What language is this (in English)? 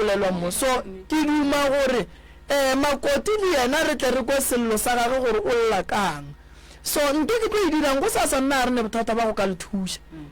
Northern Sotho